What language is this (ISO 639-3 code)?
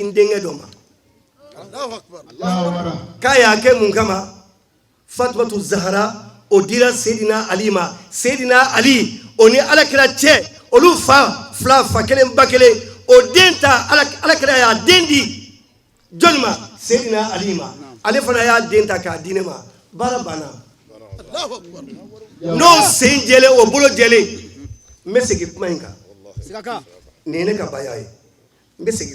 bam